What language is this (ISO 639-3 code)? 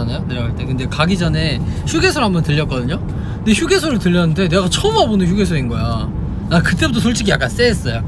kor